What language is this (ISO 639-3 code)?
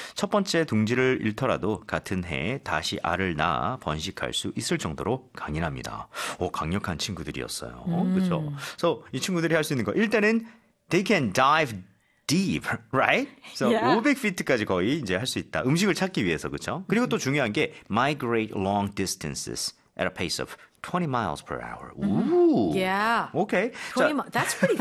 kor